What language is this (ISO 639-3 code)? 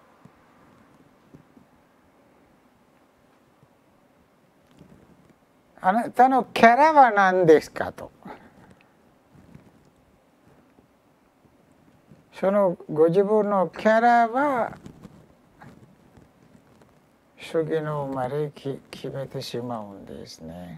jpn